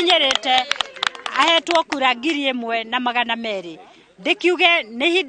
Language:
Kikuyu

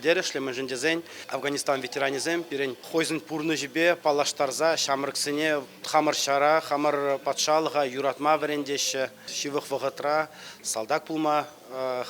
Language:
Chuvash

